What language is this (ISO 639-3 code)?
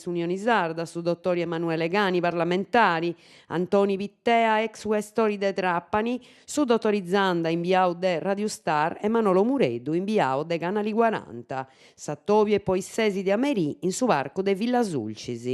srd